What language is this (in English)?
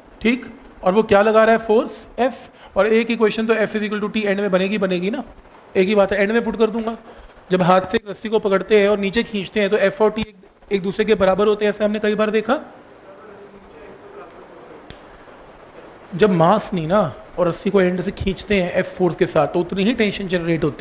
Hindi